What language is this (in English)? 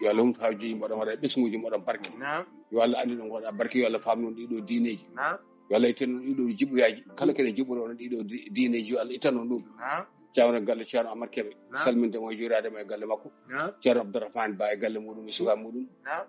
Fula